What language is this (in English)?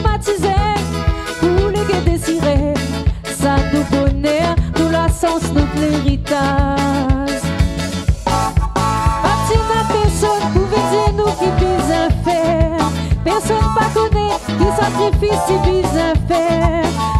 Réunion Creole French